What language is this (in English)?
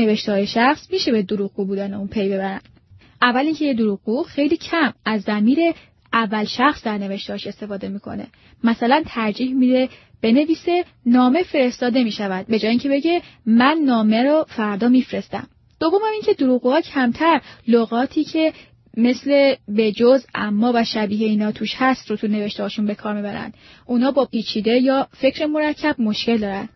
Persian